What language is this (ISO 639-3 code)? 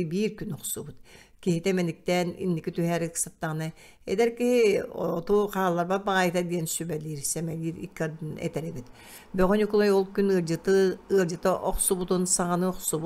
sah